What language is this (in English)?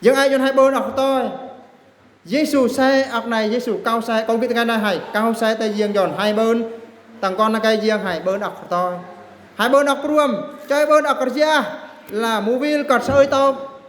Eastern Bru